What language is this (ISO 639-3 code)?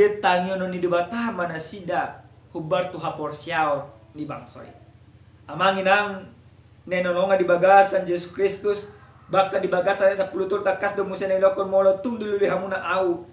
bbc